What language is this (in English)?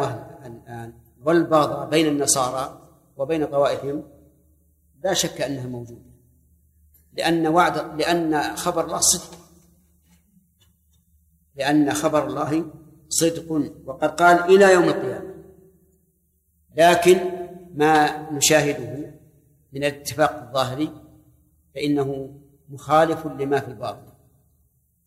Arabic